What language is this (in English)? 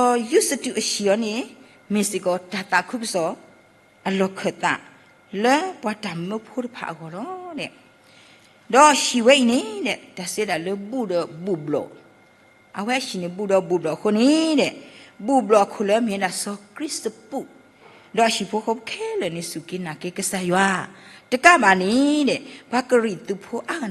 S'gaw Karen